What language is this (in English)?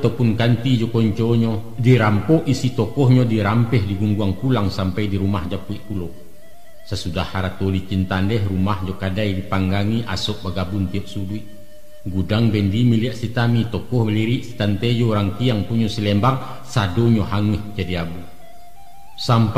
Minangkabau